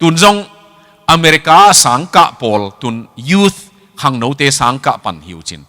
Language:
Tedim Chin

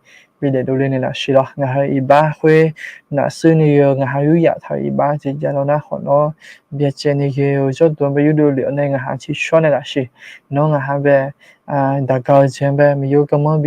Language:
Akha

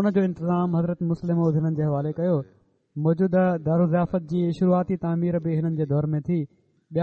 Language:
Sindhi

